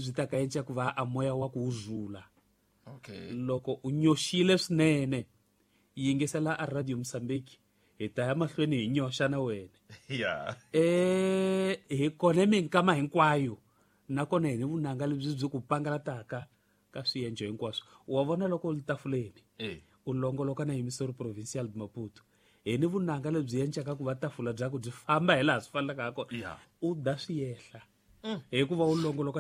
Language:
Tsonga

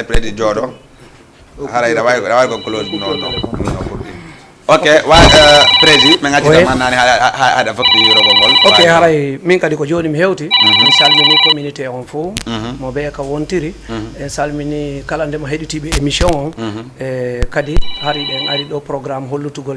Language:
Fula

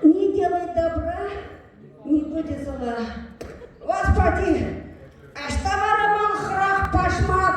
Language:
Chuvash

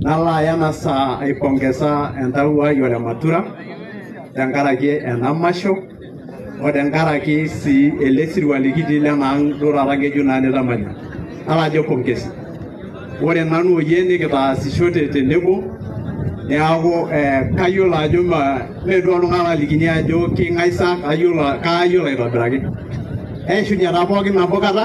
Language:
Masai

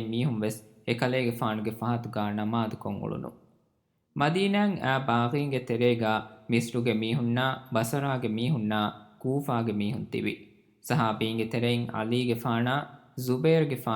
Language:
Divehi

